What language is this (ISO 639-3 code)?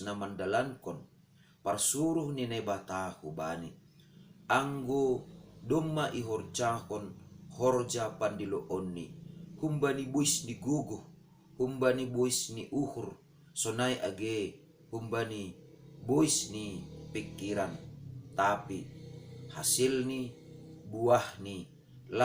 bts